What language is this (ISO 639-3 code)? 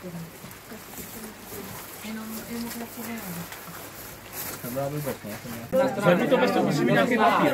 ces